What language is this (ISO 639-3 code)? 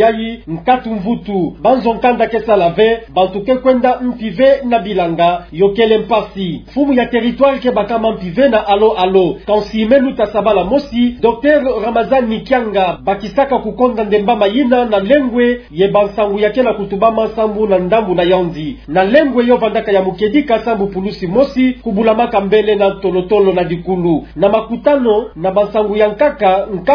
ktu